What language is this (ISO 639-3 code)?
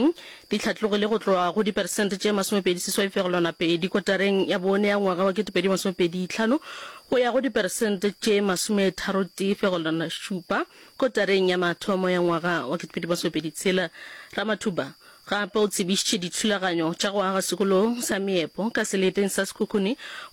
nso